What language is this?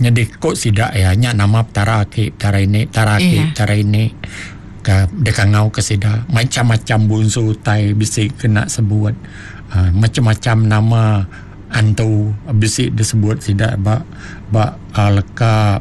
Iban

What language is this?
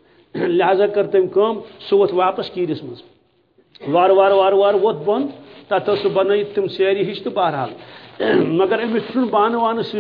Kashmiri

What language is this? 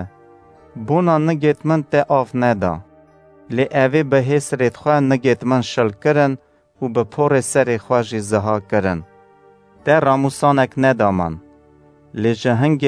Kurdish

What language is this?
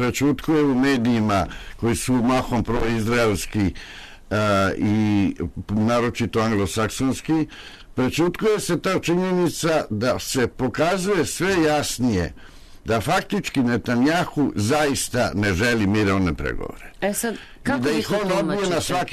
Serbian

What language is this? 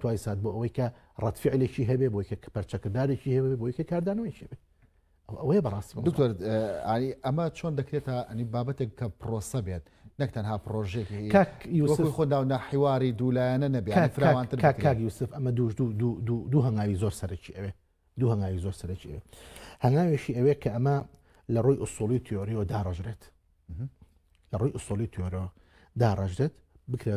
Central Kurdish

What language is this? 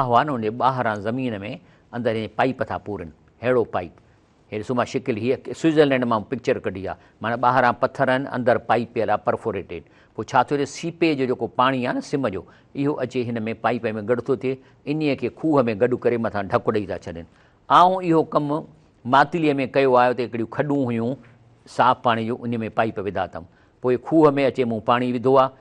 Sindhi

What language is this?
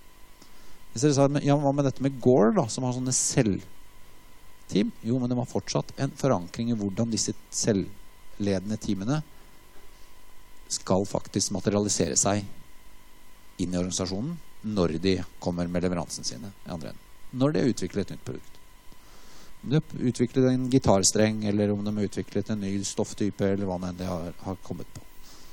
Norwegian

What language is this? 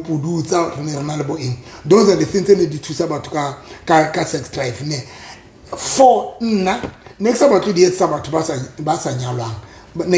Southern Sotho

